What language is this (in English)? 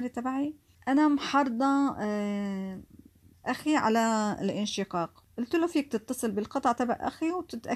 North Levantine Arabic